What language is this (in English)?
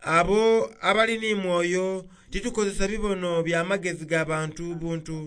Soga